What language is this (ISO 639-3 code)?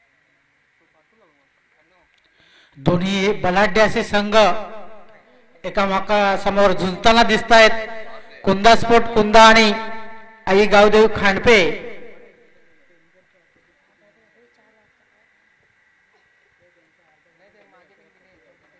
mar